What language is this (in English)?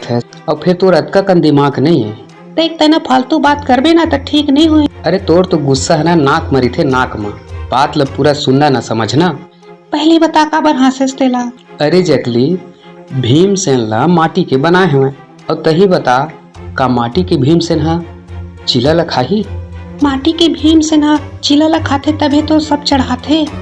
Chhattisgarhi